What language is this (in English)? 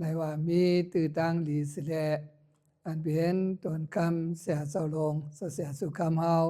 Shan